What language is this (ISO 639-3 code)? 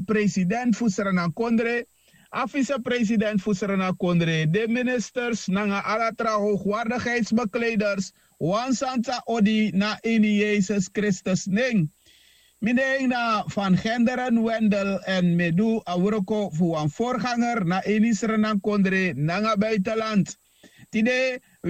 srn